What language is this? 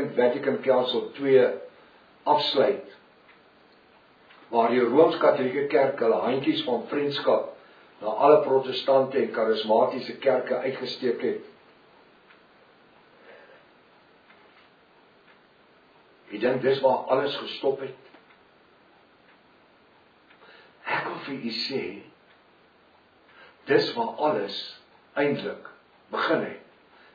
Afrikaans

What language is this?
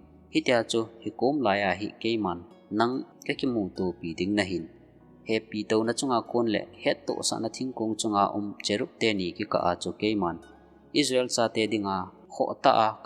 Thado Chin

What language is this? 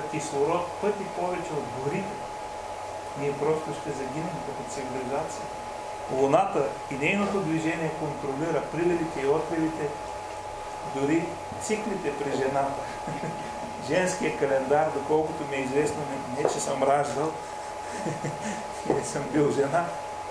Bulgarian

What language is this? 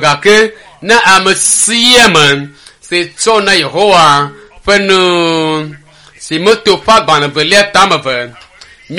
Ewe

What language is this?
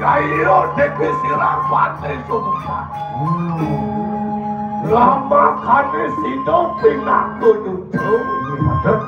Balinese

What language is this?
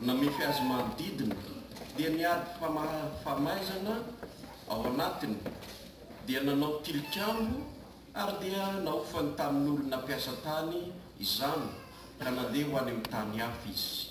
Malagasy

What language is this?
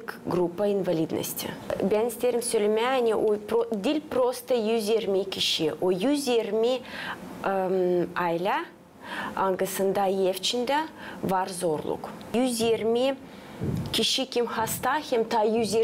Gagauz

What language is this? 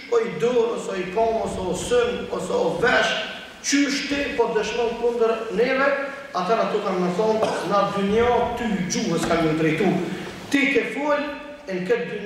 Albanian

